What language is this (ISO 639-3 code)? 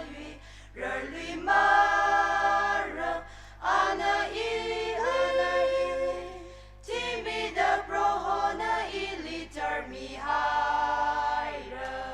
nmf